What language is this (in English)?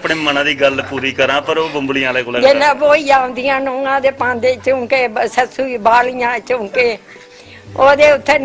Dogri